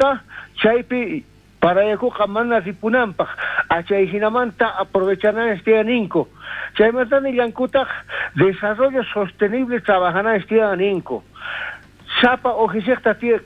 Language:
South Bolivian Quechua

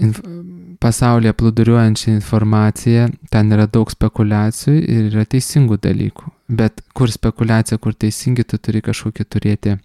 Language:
Lithuanian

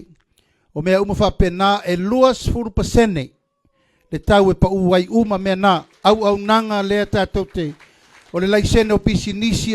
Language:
Samoan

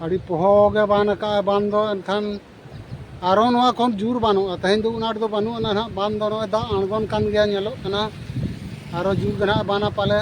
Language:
Santali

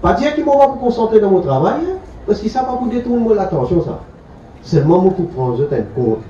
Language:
Morisyen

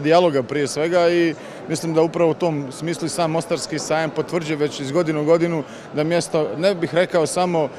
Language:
Croatian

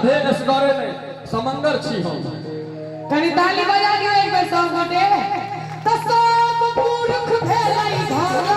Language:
Maithili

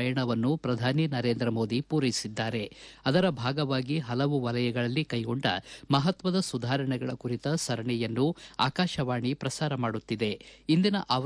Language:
Kannada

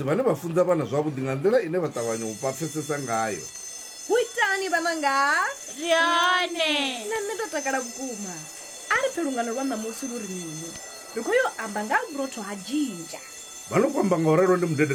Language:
Venda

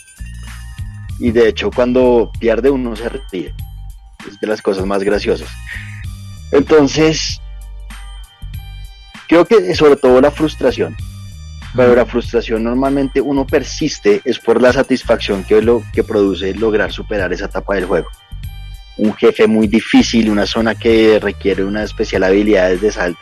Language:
Spanish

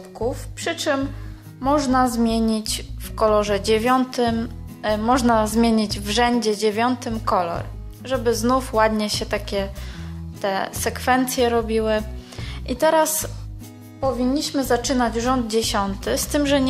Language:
Polish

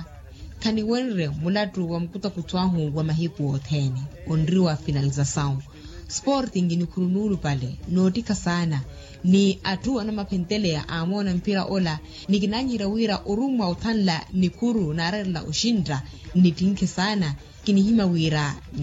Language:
Makhuwa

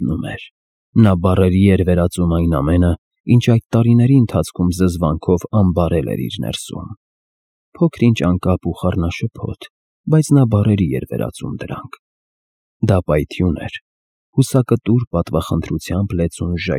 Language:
Armenian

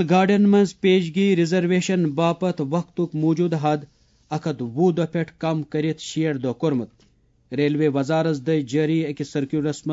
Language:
Kashmiri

